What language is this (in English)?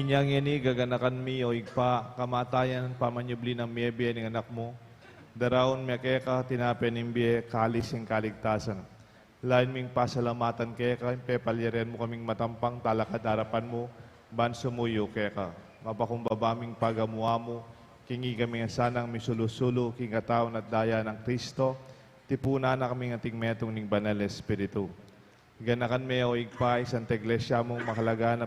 Pampanga